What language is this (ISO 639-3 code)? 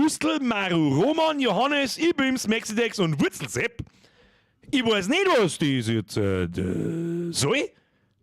bar